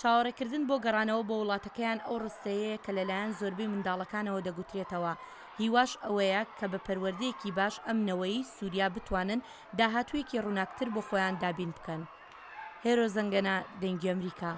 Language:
Central Kurdish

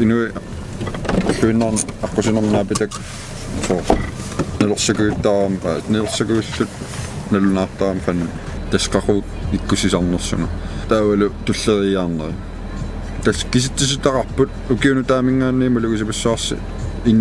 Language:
Kalaallisut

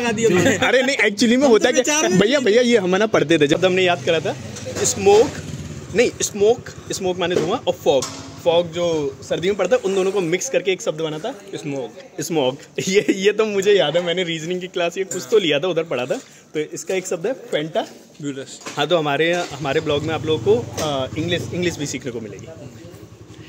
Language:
Hindi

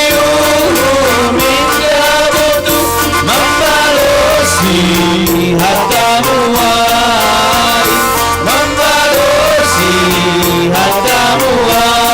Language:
Batak Simalungun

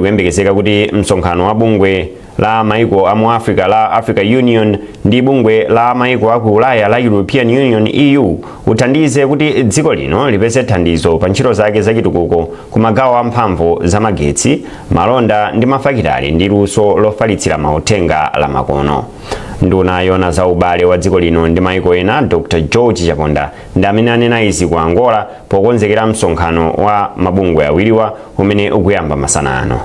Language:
Nyanja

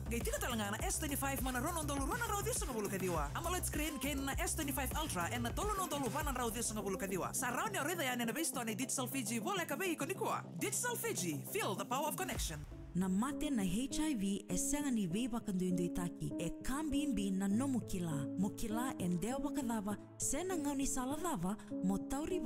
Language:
Fijian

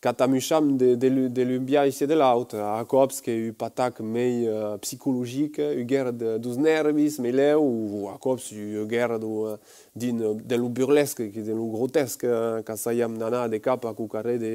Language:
Occitan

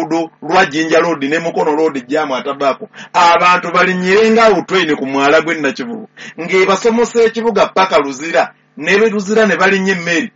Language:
Ganda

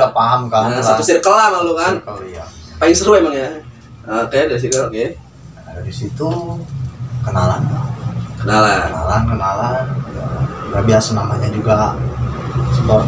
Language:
Indonesian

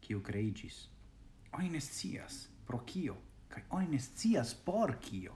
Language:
Esperanto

